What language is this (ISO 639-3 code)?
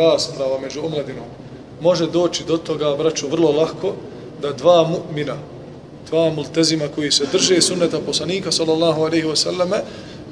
bos